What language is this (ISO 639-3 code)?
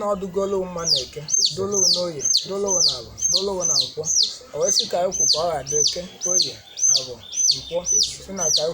ibo